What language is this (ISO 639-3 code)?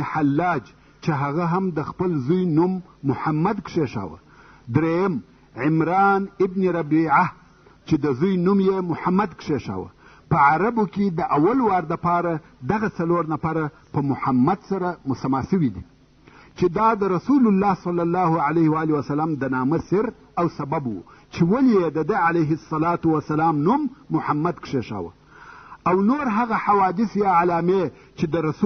pus